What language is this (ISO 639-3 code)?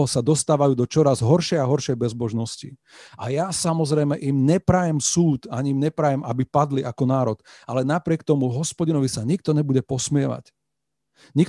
slk